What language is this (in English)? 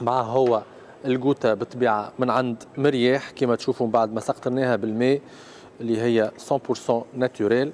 Tunisian Arabic